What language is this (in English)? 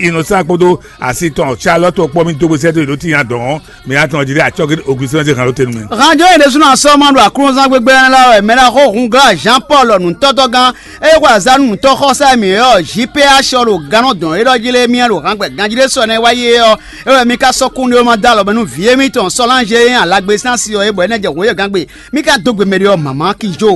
Fon